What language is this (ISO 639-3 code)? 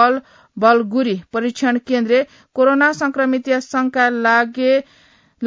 new